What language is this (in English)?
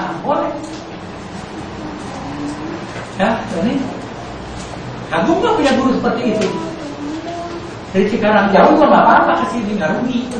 Indonesian